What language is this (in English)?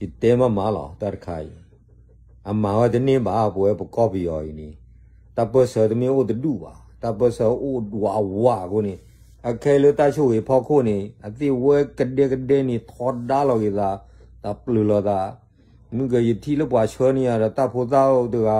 S'gaw Karen